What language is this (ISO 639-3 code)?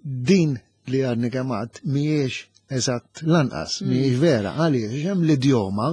mlt